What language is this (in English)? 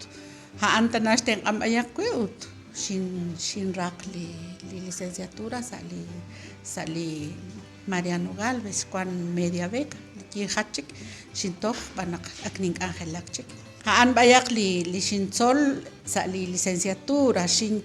Kekchí